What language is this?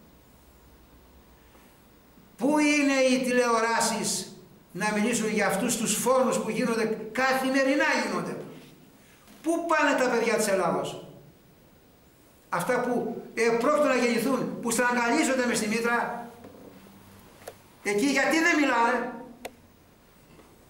Greek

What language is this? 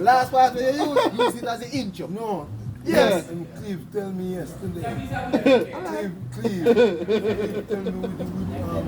Jamaican Creole English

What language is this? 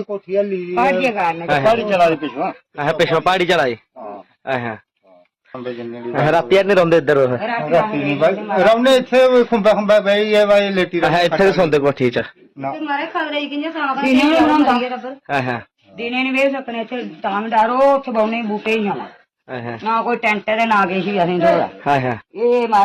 Dogri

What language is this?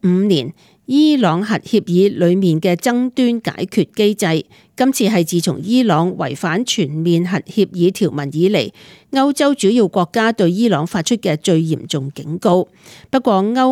Cantonese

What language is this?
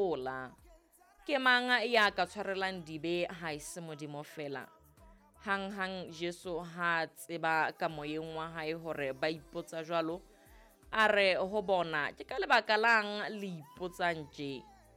Southern Sotho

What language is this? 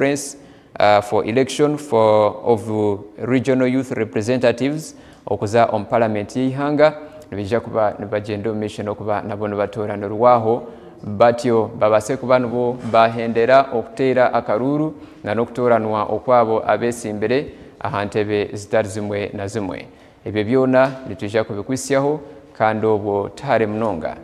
Nyankole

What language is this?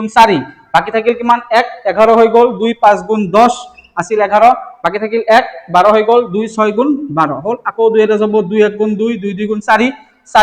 Assamese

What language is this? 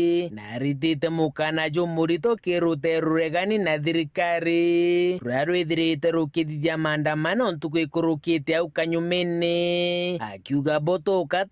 Meru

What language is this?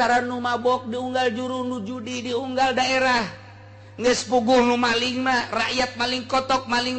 Sundanese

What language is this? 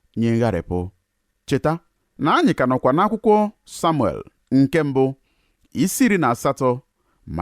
Igbo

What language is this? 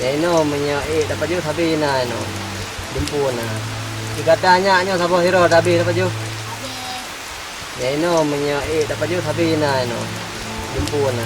Achinese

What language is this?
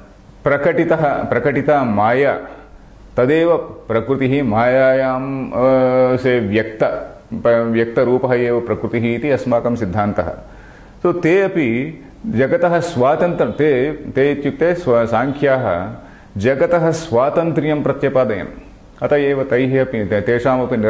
Sanskrit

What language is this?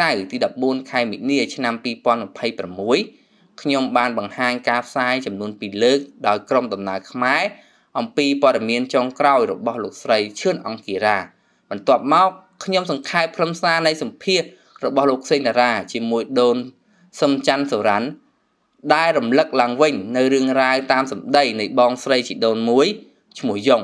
Khmer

